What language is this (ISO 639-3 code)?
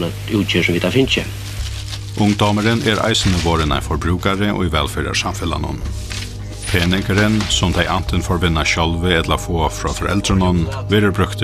fao